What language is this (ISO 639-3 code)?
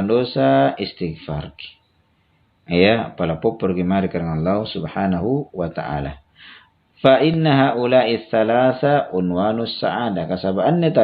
mak